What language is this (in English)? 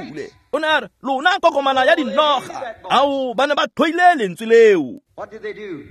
Tswana